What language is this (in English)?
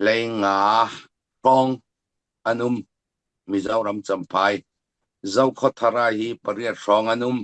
Falam Chin